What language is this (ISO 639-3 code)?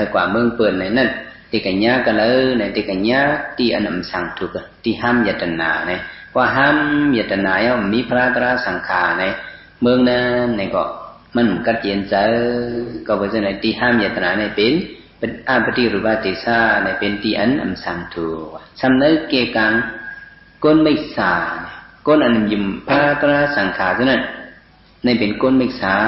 shn